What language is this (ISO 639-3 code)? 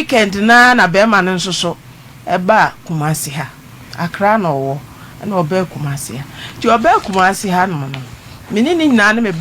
aka